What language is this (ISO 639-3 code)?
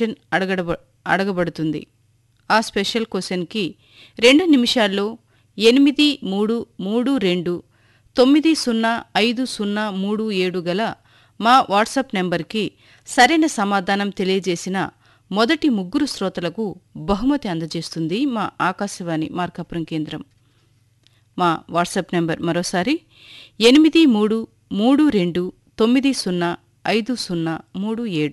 tel